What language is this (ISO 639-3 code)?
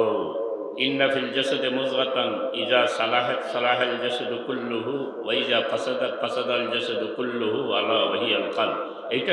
syl